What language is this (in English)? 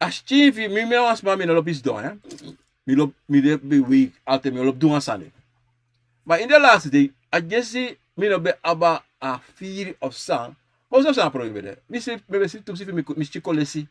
Sranan Tongo